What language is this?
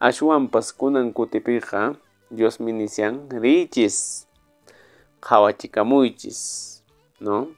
Quechua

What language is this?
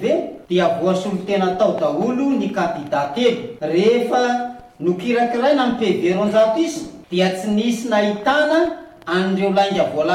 Malagasy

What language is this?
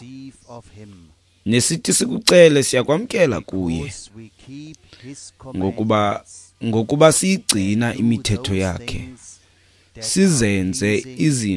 Xhosa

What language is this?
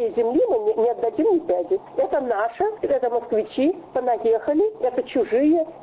Russian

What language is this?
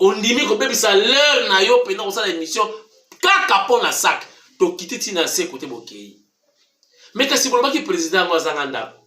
Lingala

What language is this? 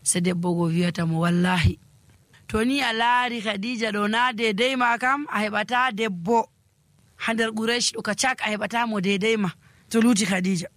Nigerian Fulfulde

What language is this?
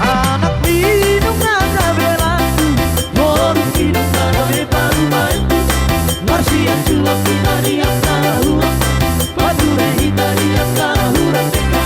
Batak Toba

